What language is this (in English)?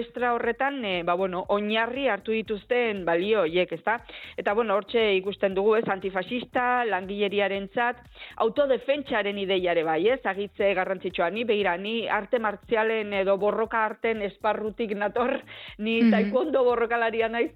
Basque